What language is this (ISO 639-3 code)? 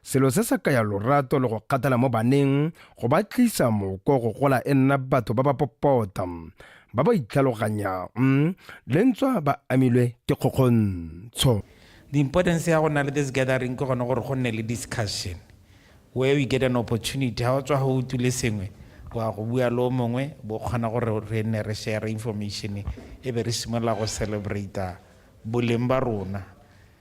tsn